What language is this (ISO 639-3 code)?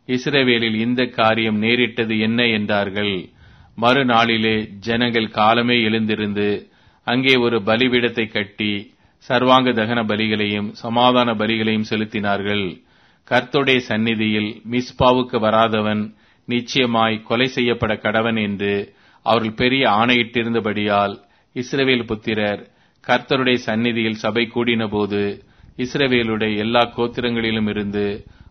tam